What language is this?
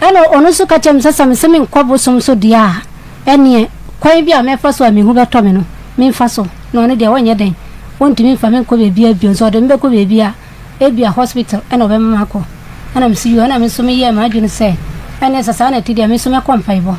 Akan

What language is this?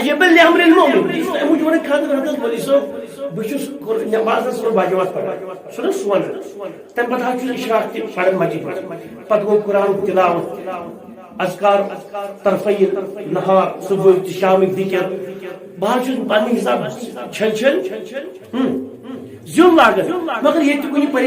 Kashmiri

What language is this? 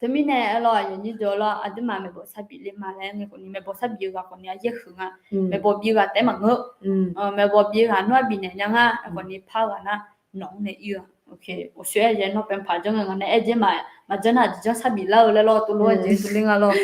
Akha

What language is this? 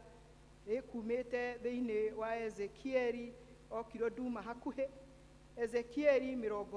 Kikuyu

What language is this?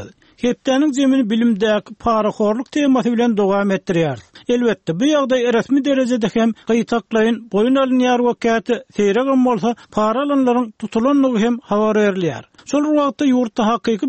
Turkmen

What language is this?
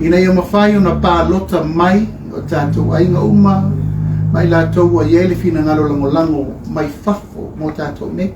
Samoan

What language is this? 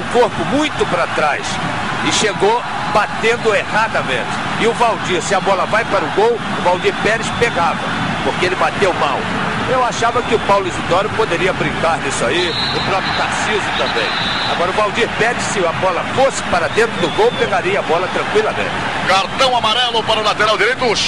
Portuguese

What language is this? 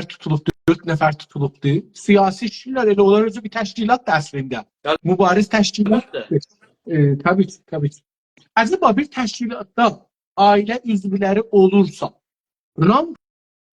South Azerbaijani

